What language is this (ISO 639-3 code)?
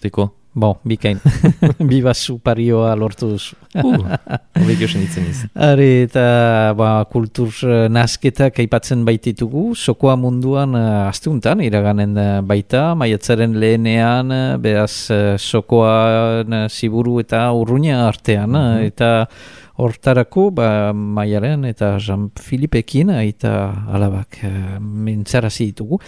eus